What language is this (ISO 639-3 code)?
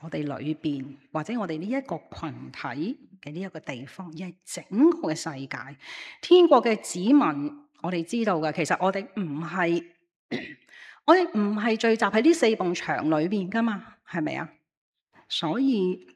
yue